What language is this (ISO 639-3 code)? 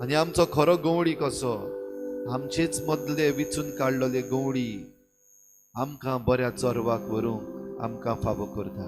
kok